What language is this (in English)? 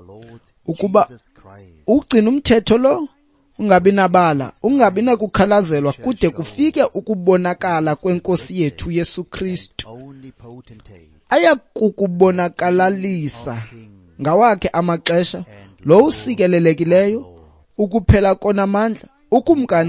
Xhosa